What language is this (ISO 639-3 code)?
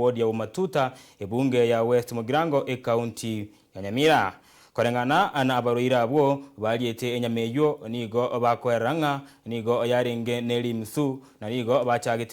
guz